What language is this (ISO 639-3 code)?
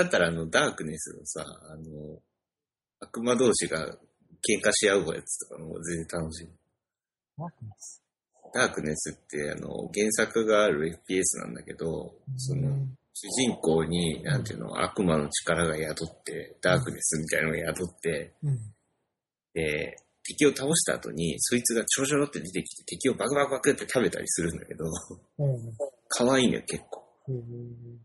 jpn